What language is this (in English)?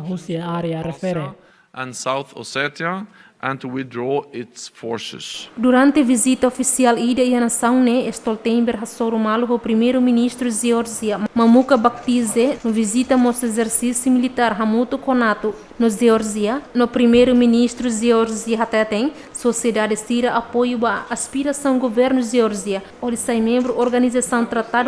Tetum